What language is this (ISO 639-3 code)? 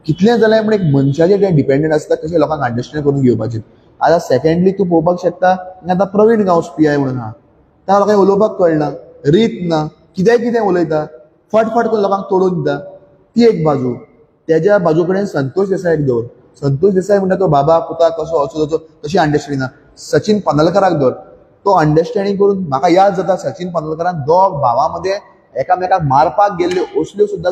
kok